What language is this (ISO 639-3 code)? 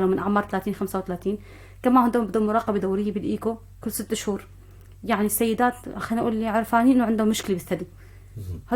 apc